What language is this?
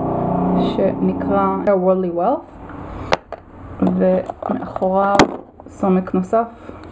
Hebrew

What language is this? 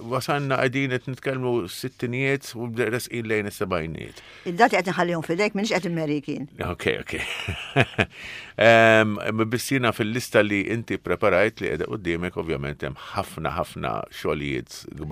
Maltese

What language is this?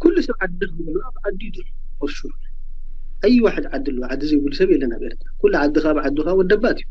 Tigrinya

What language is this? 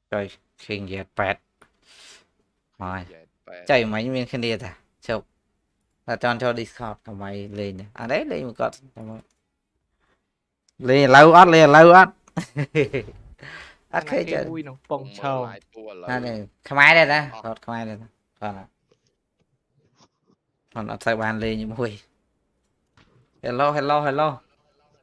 Vietnamese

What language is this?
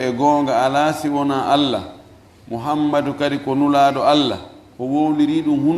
Fula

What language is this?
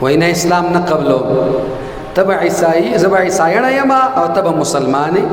Pashto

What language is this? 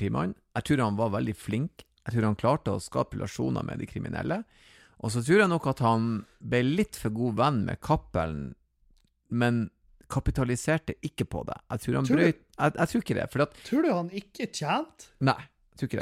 Norwegian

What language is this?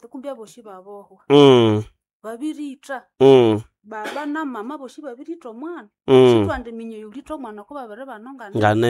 Nande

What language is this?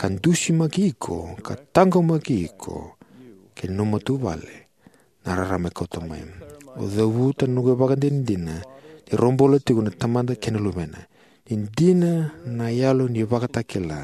Fijian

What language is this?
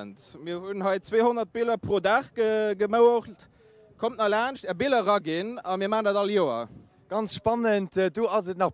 Luxembourgish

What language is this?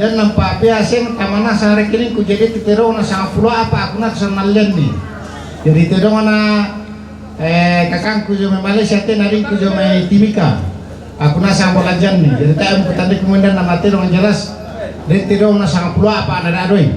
Toraja-Sa'dan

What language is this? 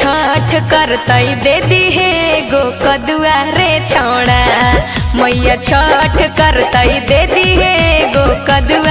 Magahi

